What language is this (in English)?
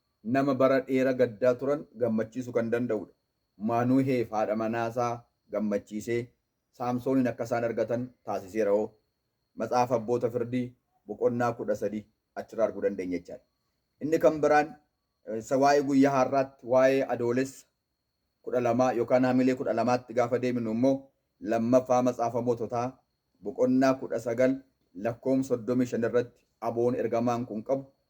Oromo